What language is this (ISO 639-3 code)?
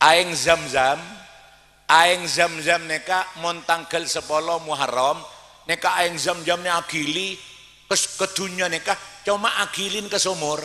mad